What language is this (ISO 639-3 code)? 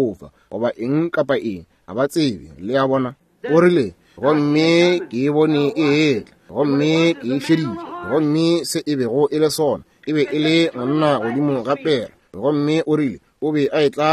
nso